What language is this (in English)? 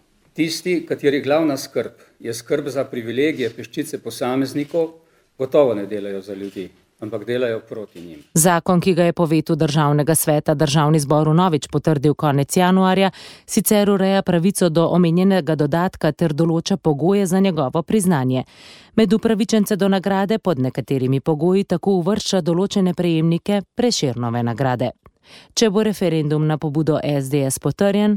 Slovenian